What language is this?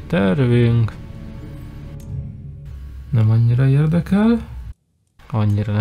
Hungarian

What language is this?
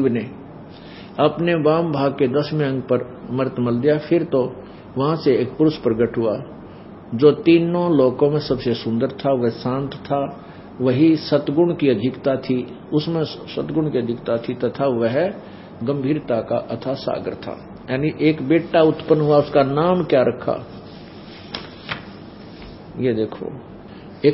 Hindi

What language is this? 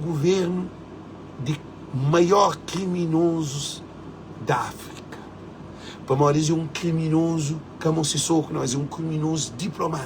Kabuverdianu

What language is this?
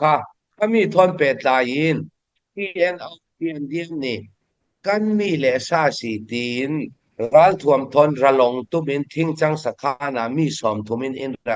Falam Chin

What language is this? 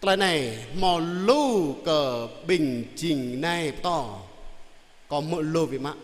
Jarai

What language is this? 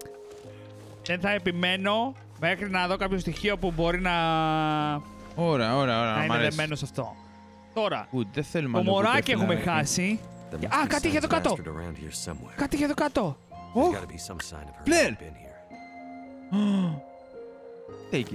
Greek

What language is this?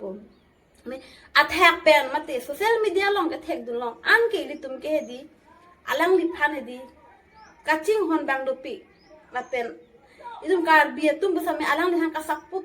Karbi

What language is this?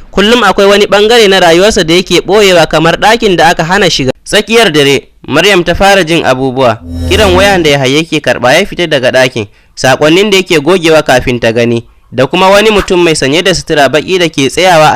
Hausa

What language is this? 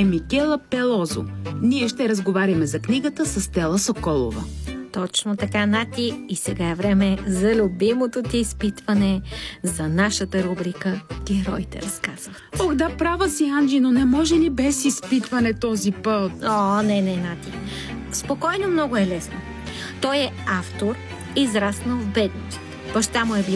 Bulgarian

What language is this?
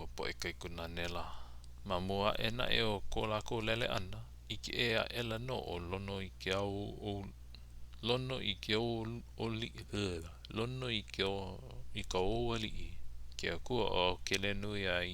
Hawaiian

